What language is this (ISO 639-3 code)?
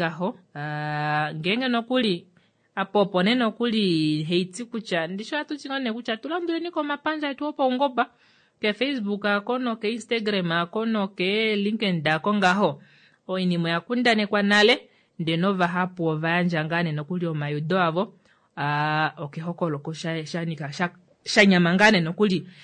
kua